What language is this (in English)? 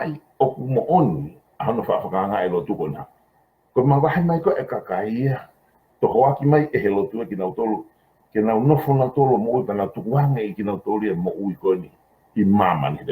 Tongan